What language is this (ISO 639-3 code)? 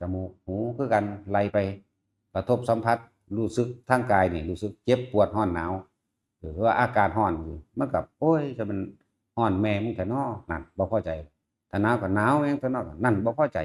tts